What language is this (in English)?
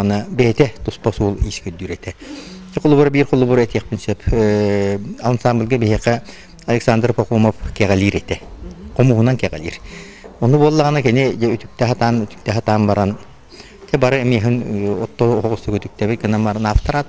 Yakut